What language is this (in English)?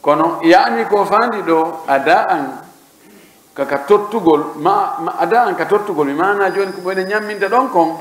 Pular